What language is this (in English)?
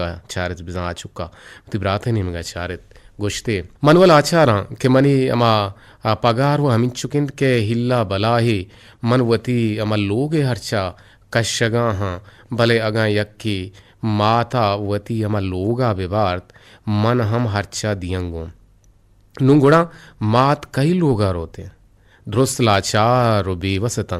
Eastern Balochi